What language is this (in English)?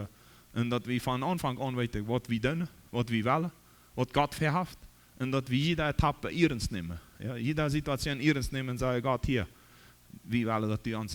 Plautdietsch